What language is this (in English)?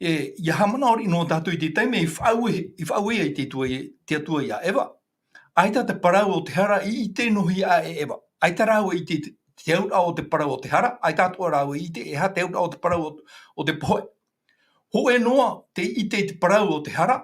Tahitian